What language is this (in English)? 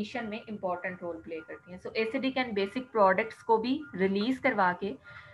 Hindi